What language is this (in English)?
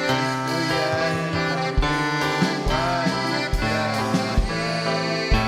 Ayacucho Quechua